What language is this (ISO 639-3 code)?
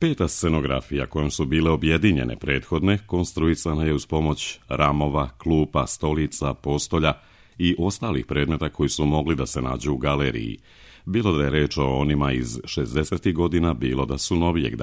srp